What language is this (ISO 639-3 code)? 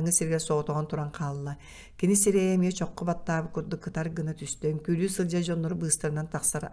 sah